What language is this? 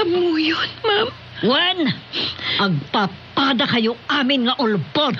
Iloko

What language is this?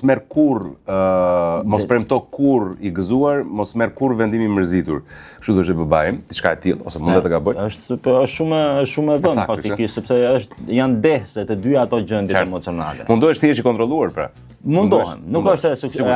Albanian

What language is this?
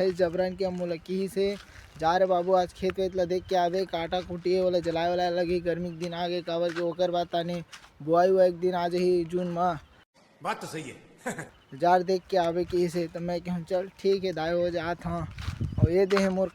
Chhattisgarhi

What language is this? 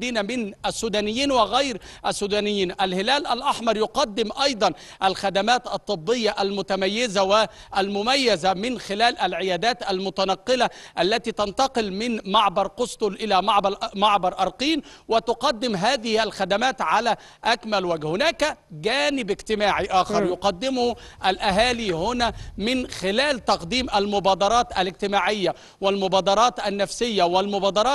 Arabic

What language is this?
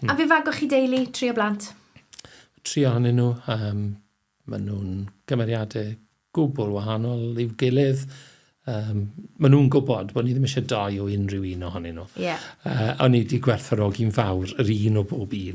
Welsh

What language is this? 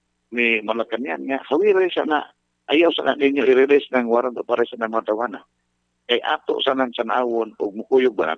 Cebuano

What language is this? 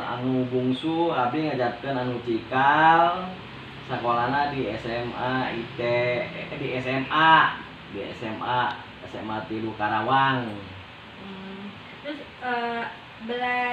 Sundanese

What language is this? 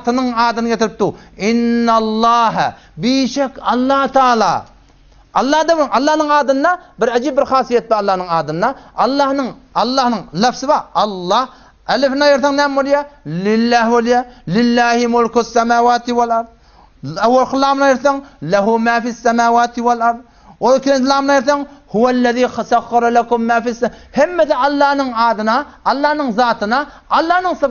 Turkmen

